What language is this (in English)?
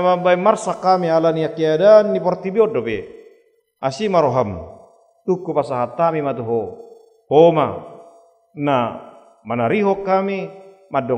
Batak Toba